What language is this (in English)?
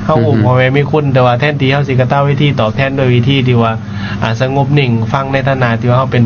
Lao